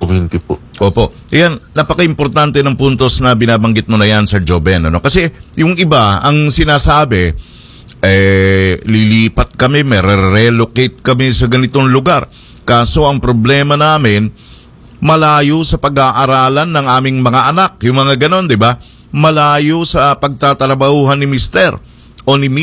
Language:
Filipino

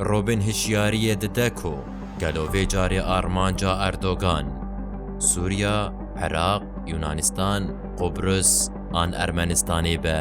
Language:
Kurdish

